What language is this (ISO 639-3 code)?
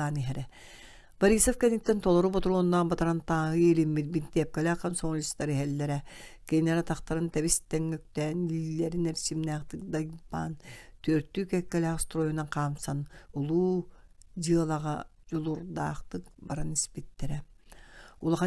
sah